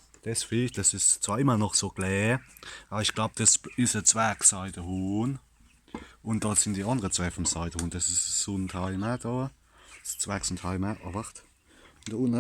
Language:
Palatine German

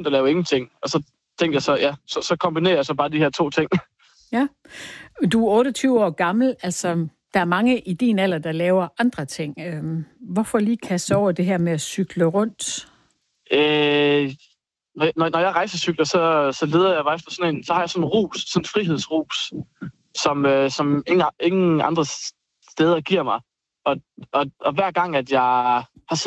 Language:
Danish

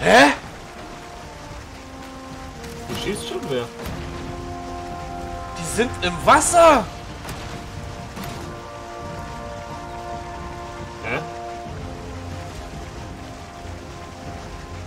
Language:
German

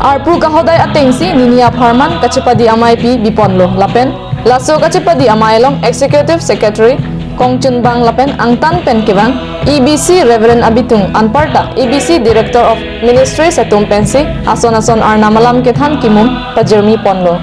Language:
Karbi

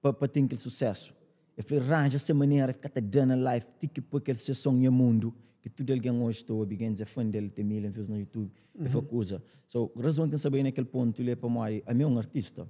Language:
Kabuverdianu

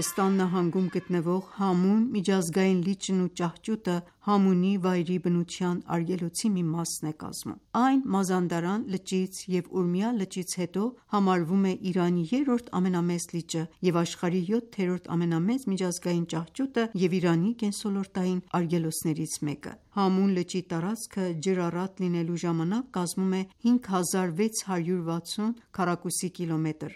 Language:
Armenian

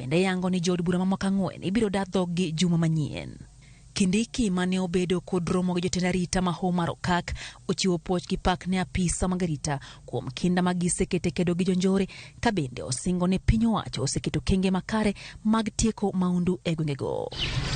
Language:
Luo (Kenya and Tanzania)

